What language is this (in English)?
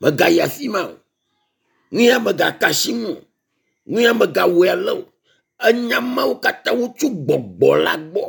Ewe